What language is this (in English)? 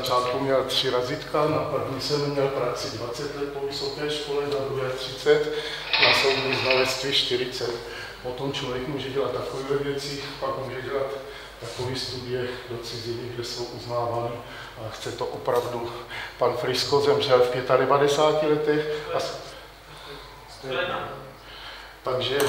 Czech